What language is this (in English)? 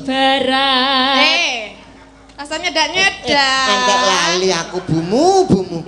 Javanese